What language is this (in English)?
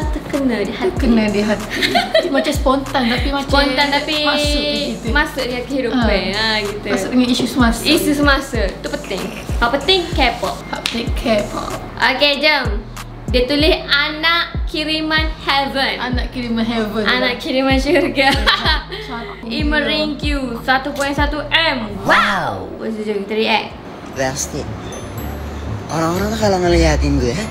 Malay